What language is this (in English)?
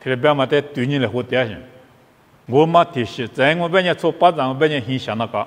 Lisu